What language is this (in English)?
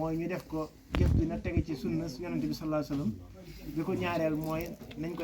Wolof